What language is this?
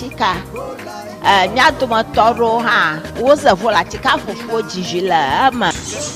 Ewe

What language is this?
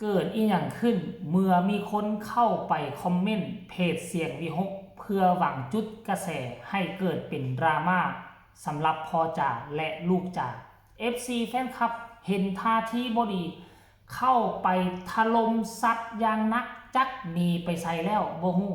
Lao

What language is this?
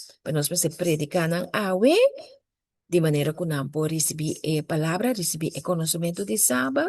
Papiamento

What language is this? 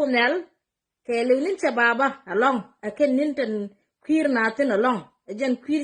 Nuer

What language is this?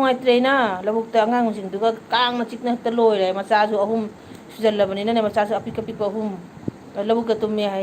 Manipuri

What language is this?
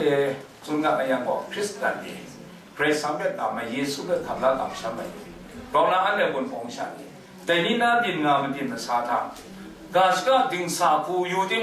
Kachin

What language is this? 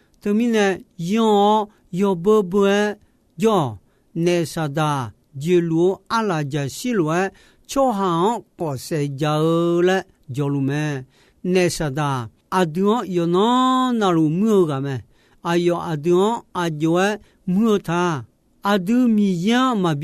Akha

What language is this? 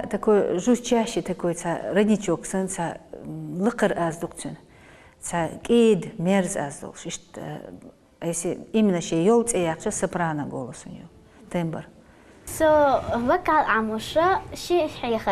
Chechen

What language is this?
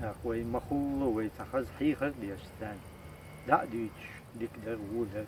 Chechen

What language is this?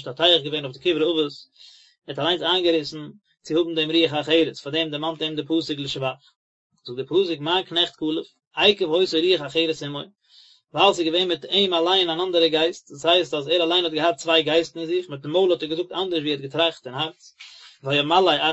Yiddish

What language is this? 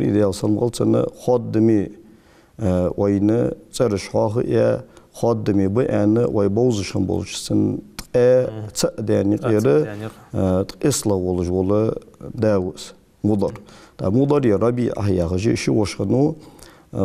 Ingush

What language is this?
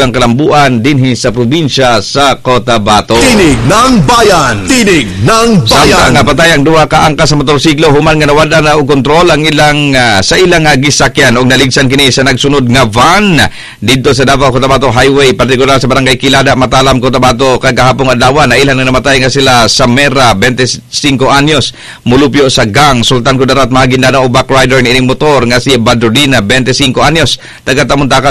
Cebuano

